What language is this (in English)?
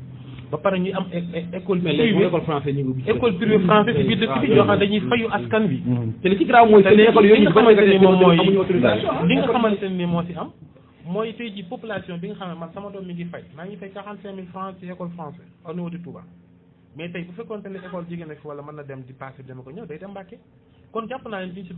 Wolof